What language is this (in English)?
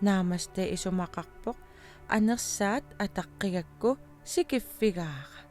Kalaallisut